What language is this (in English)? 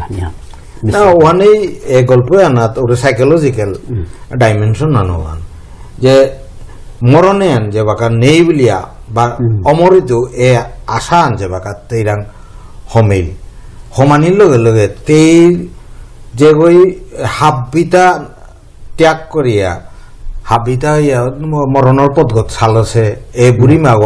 Bishnupriya